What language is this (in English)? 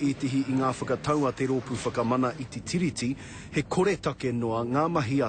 Māori